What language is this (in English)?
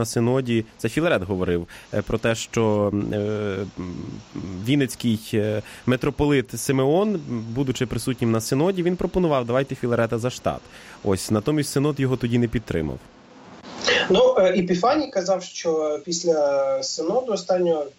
Ukrainian